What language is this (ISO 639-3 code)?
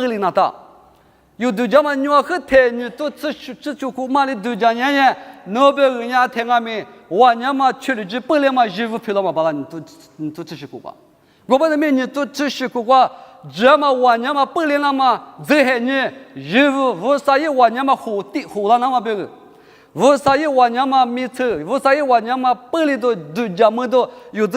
lis